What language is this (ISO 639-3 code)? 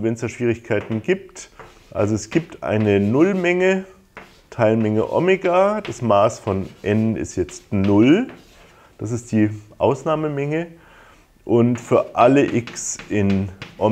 deu